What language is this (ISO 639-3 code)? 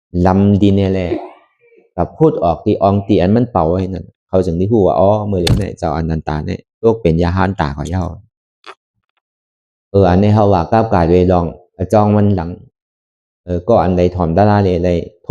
shn